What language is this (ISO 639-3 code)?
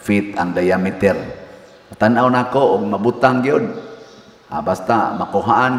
ceb